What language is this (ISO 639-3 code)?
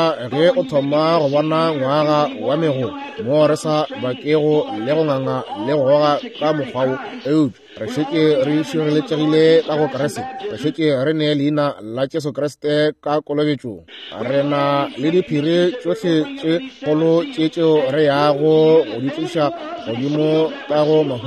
nso